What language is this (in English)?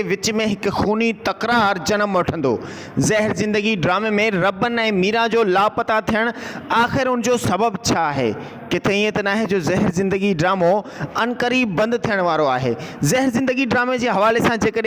Sindhi